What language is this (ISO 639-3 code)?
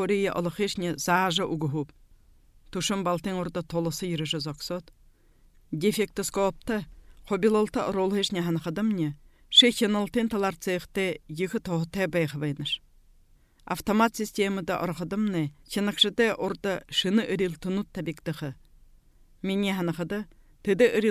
bua